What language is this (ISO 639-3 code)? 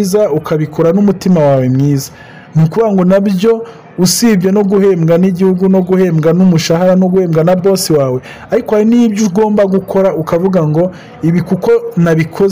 kin